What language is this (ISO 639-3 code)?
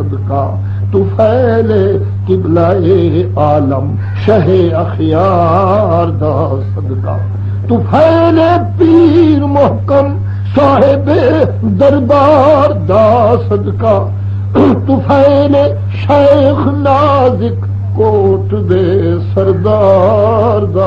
skr